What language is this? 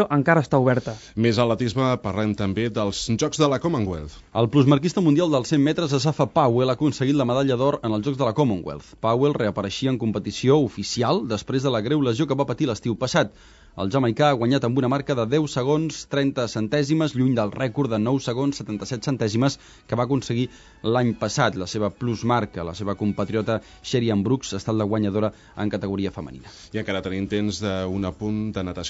Catalan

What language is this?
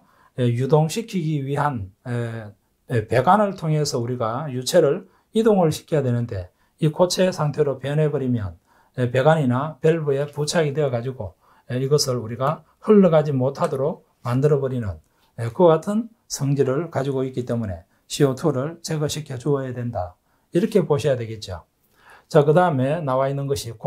Korean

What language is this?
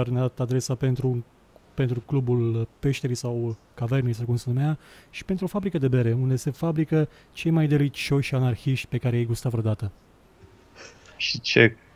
Romanian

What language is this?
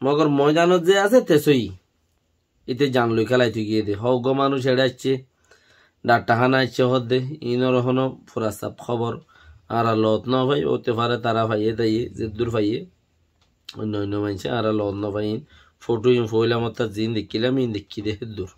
Rohingya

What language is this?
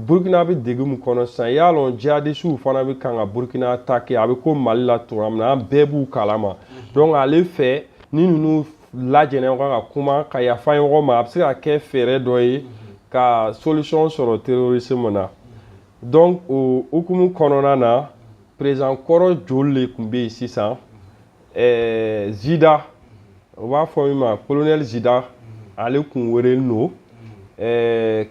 Bambara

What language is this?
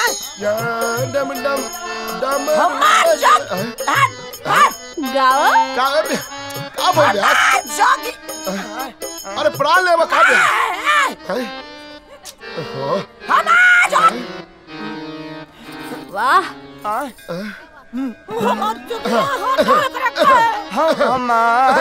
Bhojpuri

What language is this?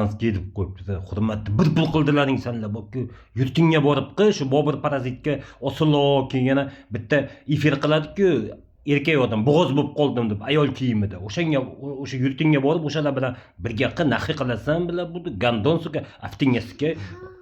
Uzbek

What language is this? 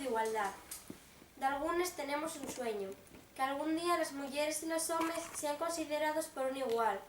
Asturian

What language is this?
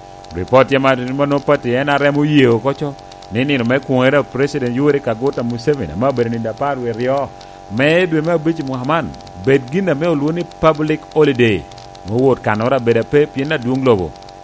Lango (Uganda)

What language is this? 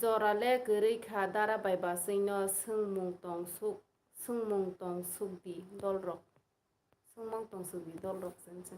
Kok Borok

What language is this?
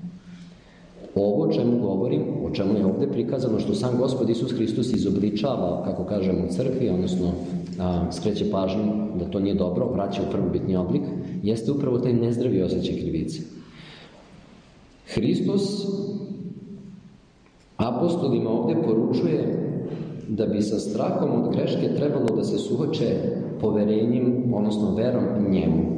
Serbian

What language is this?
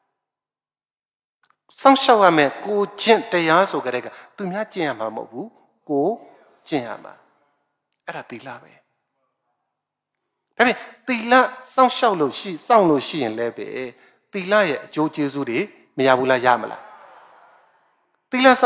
Burmese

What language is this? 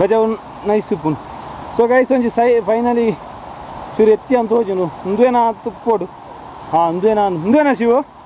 Tulu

